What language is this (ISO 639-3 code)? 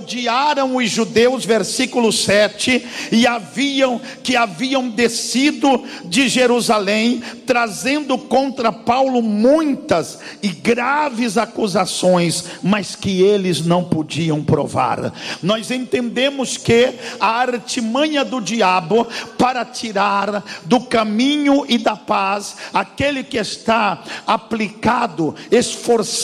por